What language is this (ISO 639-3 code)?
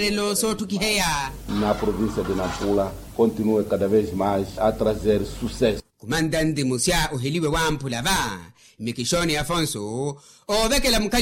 vmw